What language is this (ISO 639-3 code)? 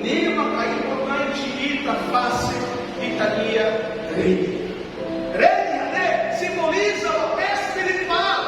tet